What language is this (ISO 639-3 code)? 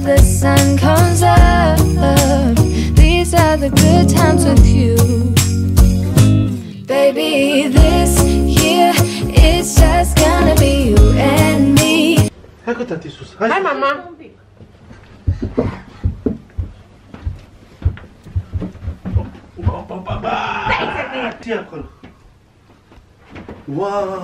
ron